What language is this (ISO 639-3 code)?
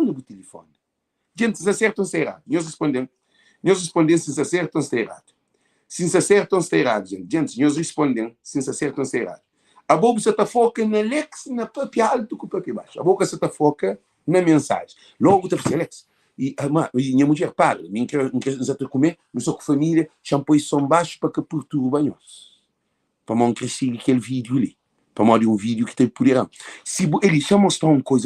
kea